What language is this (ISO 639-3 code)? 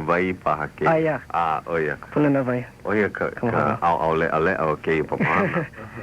haw